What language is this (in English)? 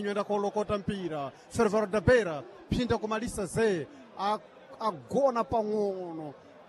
Sena